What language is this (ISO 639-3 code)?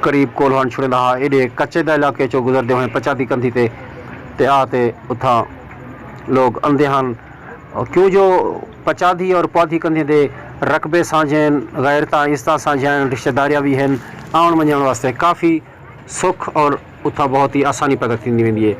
skr